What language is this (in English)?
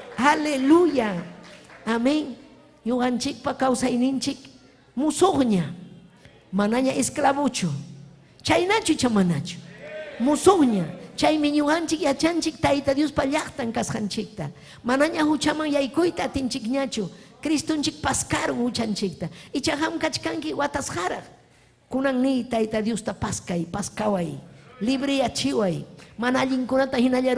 Ayacucho Quechua